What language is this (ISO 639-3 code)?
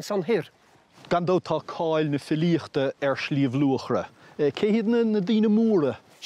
gle